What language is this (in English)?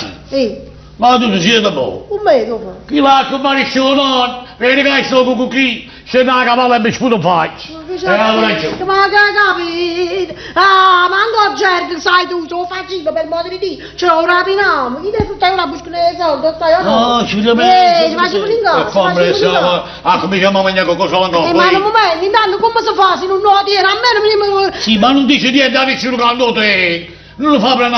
Neapolitan